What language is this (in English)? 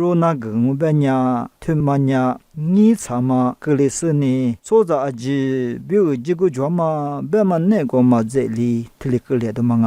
Lisu